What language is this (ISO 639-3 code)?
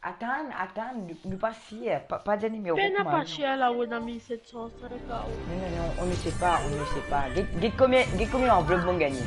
mfe